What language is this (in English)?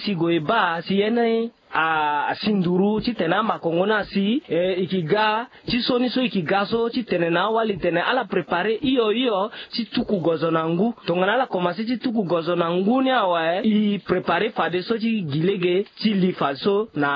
Sango